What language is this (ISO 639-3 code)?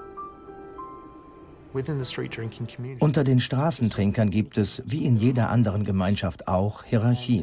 deu